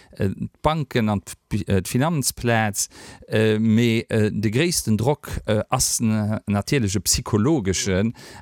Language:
Luxembourgish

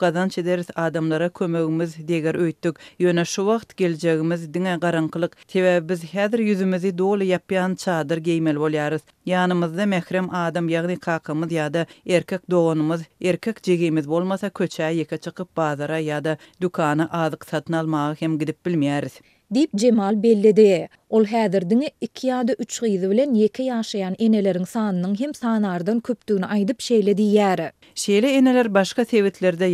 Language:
Turkmen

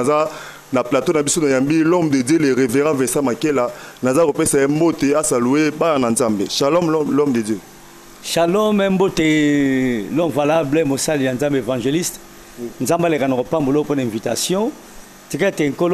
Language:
Lingala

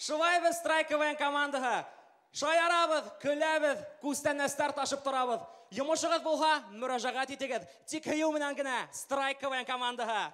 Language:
Bashkir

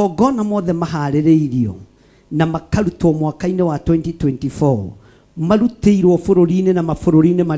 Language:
Kikuyu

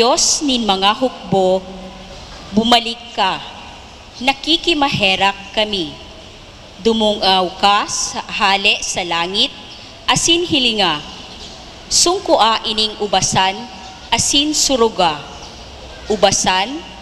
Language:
Bikol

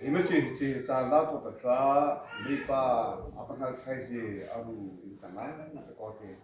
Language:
Mara Chin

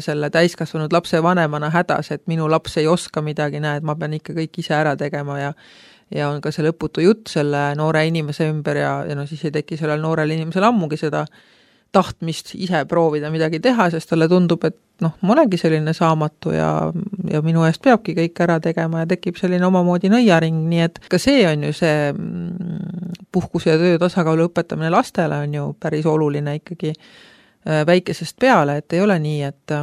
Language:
Estonian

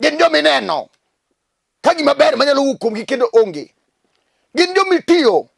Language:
Luo (Kenya and Tanzania)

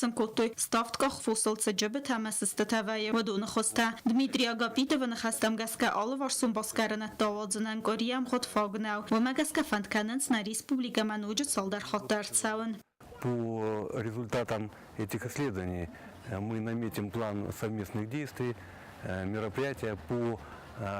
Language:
Ossetic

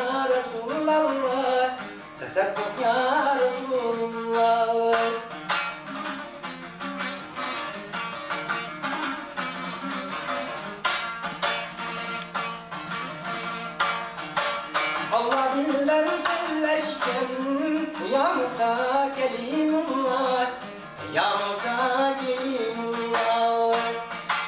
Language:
Turkish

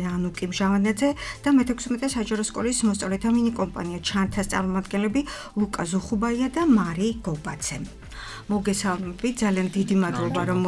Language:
Georgian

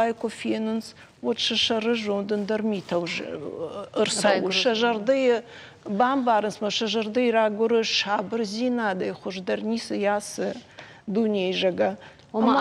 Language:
Ossetic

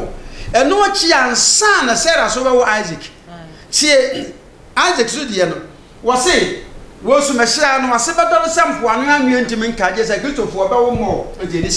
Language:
Akan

